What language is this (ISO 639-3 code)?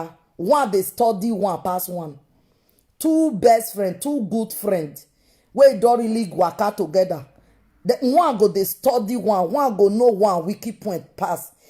pcm